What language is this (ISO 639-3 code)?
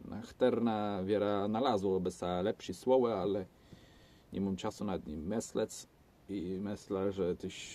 csb